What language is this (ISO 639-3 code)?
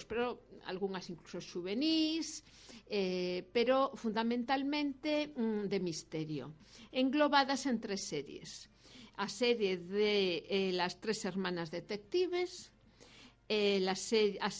glg